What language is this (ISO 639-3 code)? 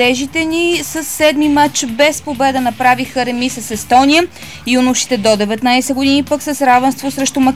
bul